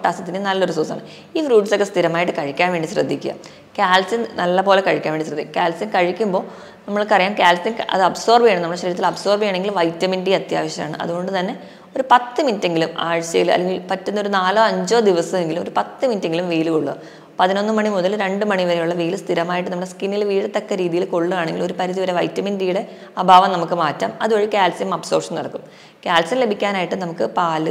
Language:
Malayalam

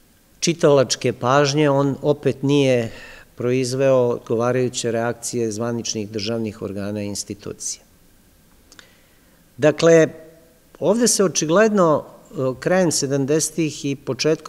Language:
Serbian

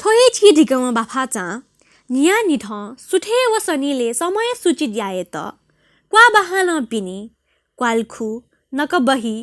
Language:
Newari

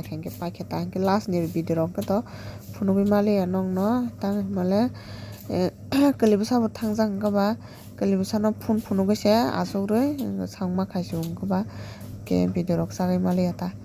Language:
Kok Borok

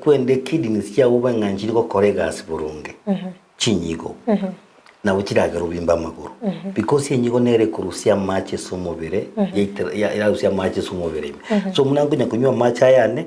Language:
Gusii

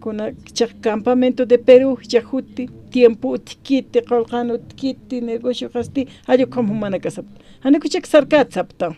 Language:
Aymara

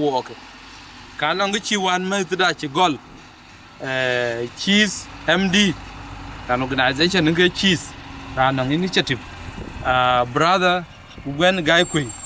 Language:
Dinka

